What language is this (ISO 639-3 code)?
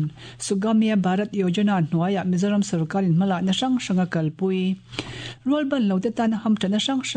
lus